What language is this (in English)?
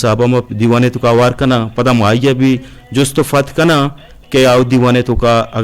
Eastern Balochi